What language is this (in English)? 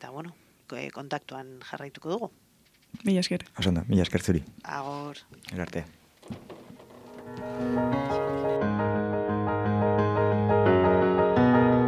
Basque